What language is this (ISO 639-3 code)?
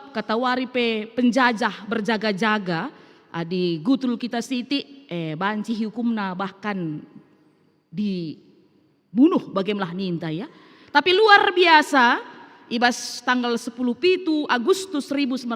btx